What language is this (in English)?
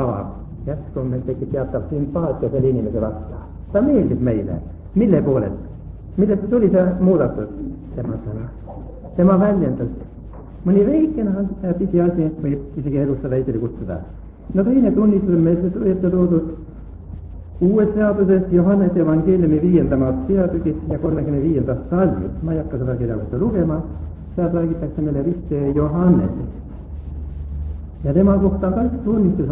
Estonian